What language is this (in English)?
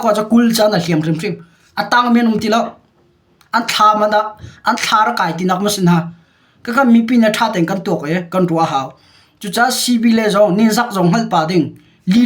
Hakha Chin